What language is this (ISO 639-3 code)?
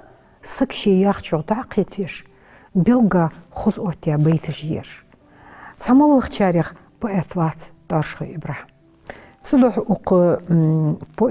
inh